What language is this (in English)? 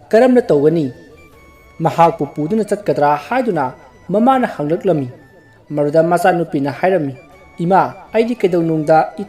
Manipuri